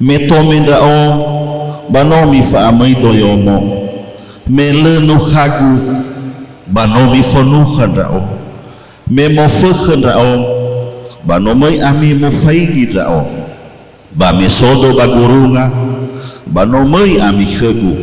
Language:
Nias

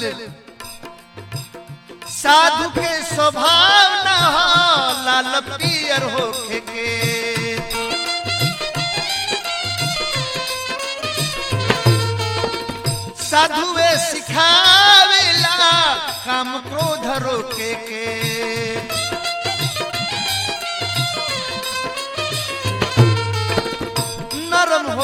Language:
Bhojpuri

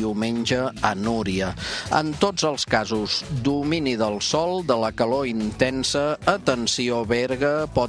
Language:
Catalan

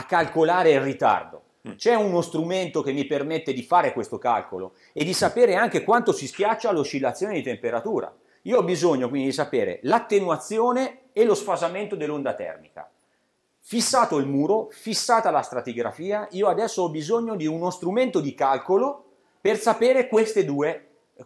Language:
Italian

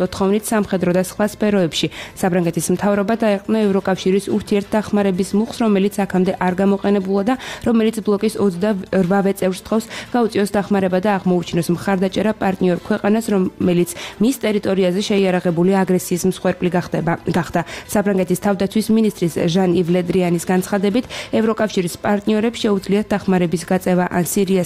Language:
Georgian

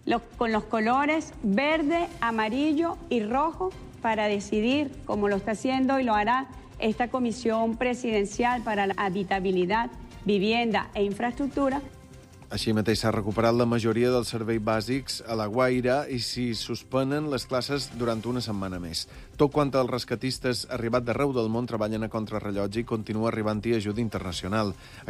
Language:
Catalan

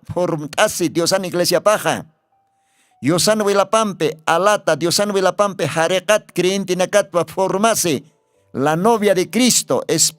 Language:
Aymara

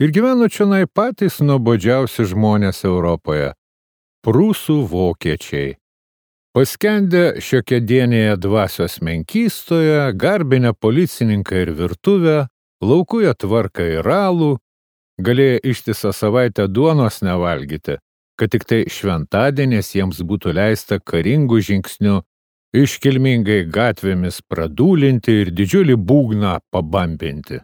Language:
Lithuanian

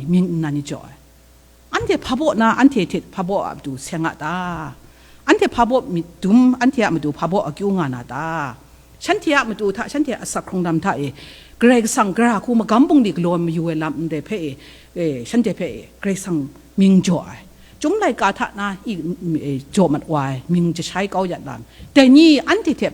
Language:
Kachin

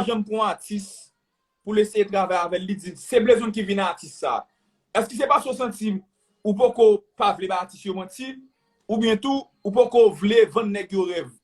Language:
Haitian Creole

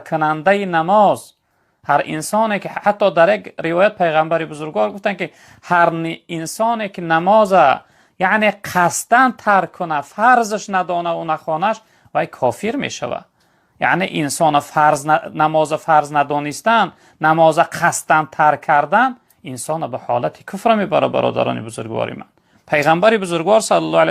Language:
Tajik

